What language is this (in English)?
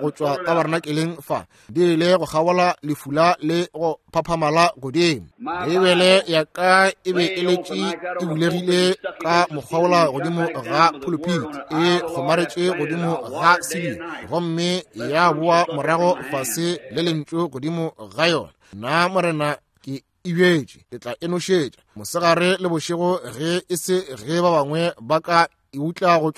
Northern Sotho